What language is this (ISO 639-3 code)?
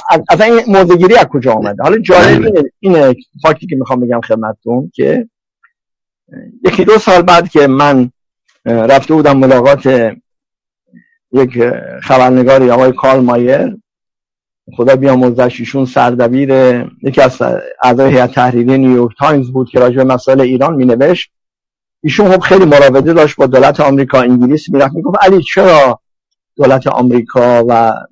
fas